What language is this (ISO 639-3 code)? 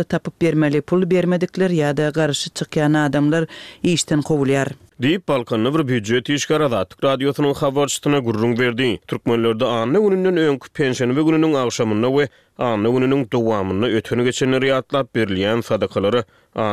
tuk